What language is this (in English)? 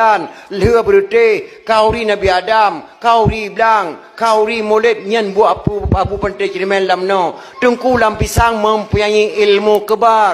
Achinese